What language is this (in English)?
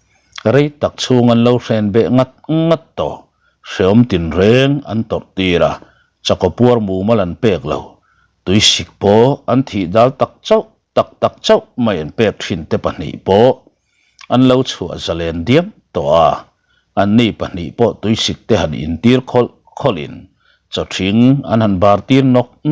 Mizo